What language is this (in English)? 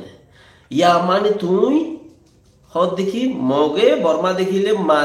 Rohingya